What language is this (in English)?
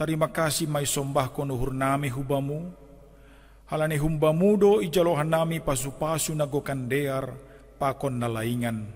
Batak Simalungun